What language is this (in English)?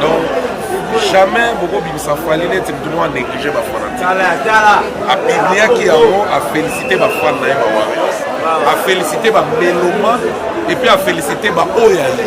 Lingala